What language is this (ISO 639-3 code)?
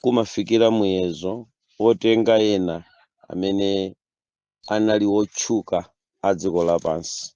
nya